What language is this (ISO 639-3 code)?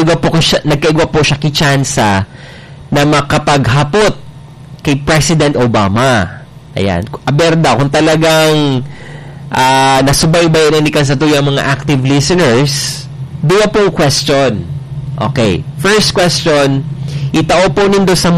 bik